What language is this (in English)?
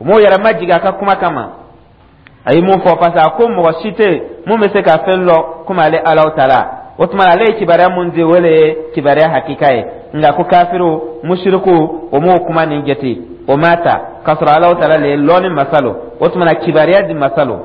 Dyula